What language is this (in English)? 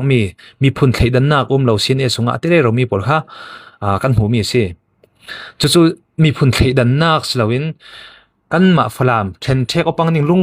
Falam Chin